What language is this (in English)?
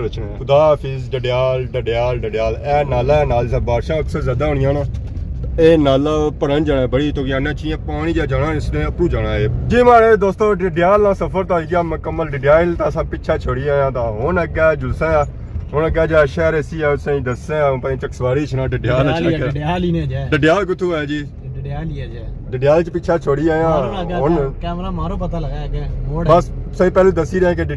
Pahari-Potwari